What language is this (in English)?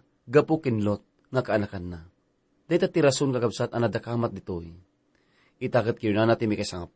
Iloko